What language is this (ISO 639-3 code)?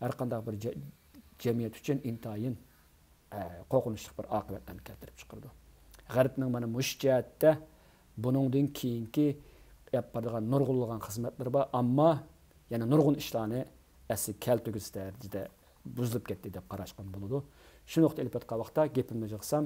uig